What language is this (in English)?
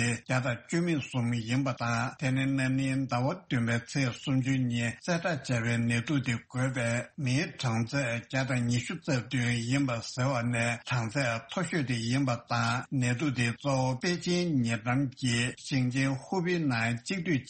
Tibetan